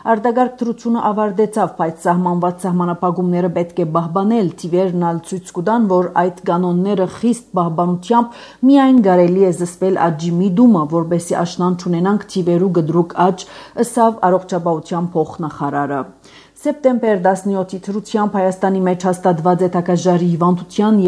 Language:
Armenian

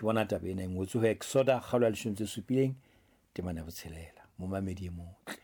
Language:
Southern Sotho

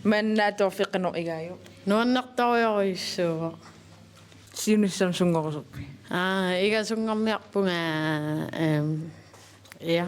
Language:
Kalaallisut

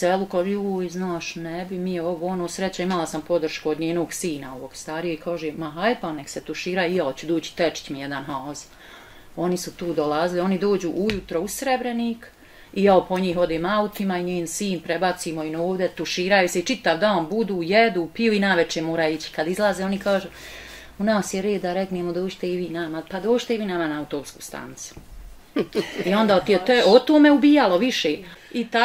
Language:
Bosnian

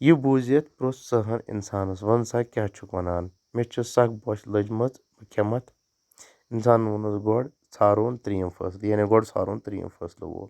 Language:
Kashmiri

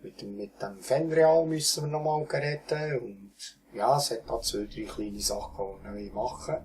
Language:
Swiss German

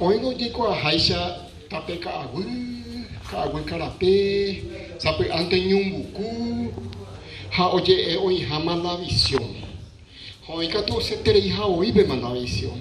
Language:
Guarani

